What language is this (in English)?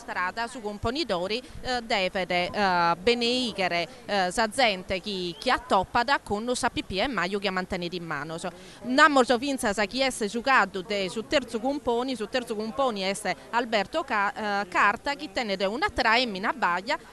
Sardinian